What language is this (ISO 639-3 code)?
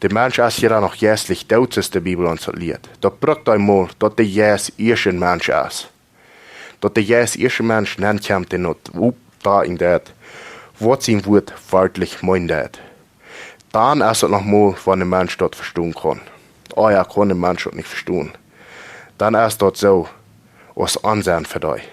pdt